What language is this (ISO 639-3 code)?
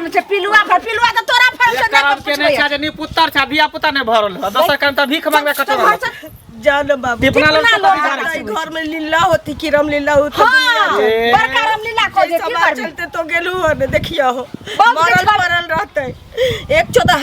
mai